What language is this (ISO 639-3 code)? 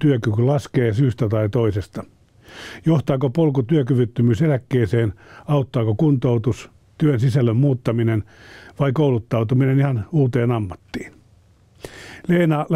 fin